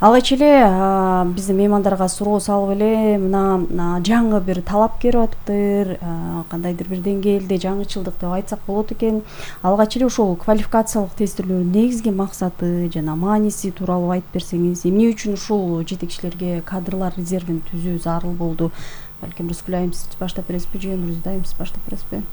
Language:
Kyrgyz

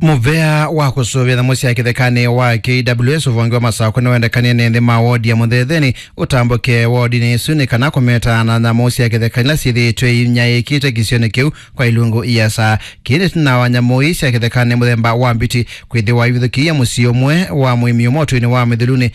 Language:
Kamba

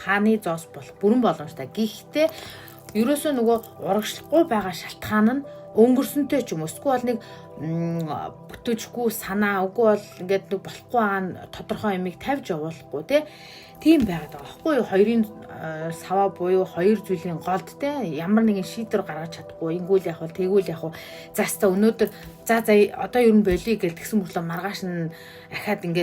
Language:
Mongolian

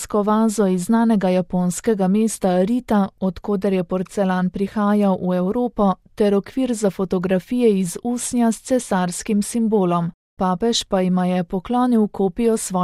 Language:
Slovenian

